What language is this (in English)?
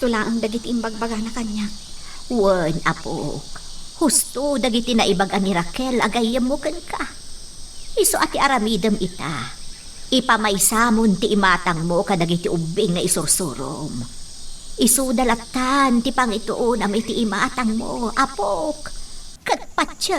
Iloko